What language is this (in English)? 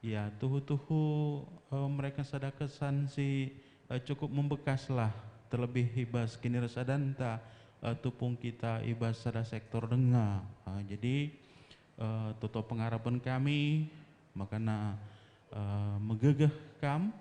Batak Karo